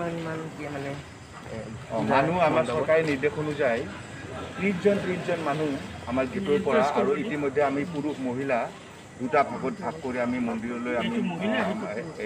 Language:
Assamese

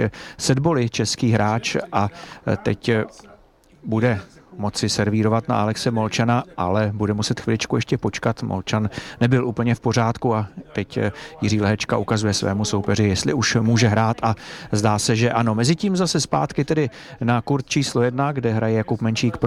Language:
Czech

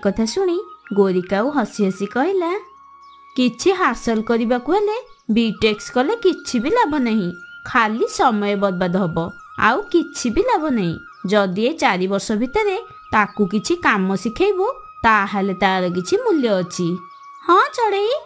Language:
Odia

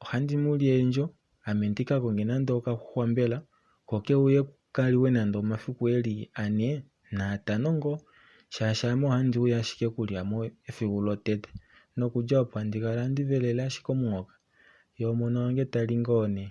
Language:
Kuanyama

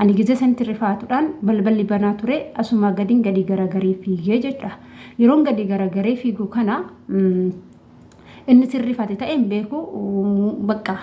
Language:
Oromo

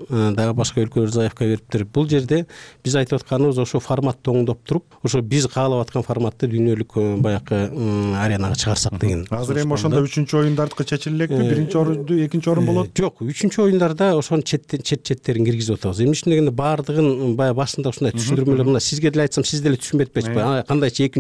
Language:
Kyrgyz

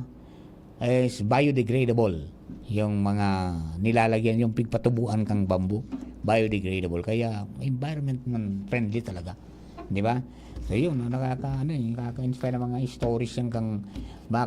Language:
Bikol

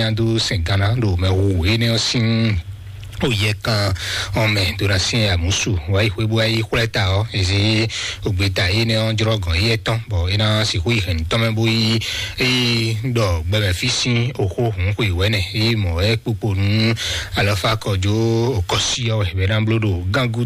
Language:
Fon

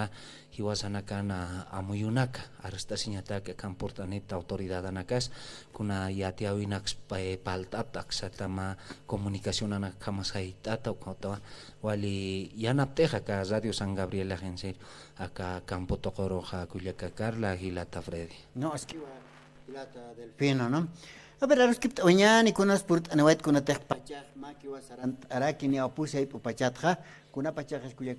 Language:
Aymara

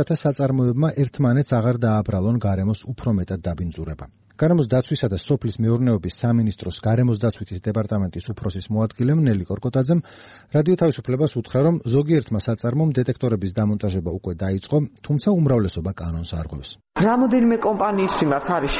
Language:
Georgian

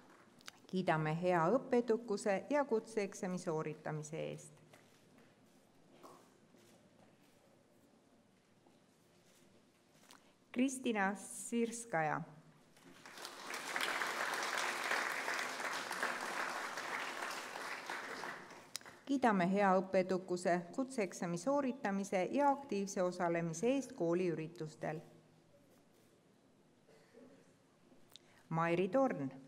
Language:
Estonian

